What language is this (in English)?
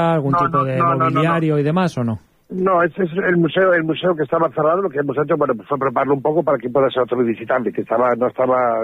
Spanish